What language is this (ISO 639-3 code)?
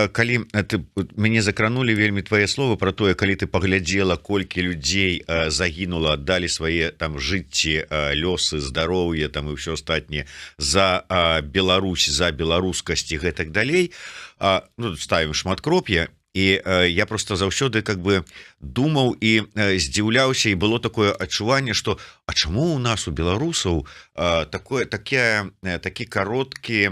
bel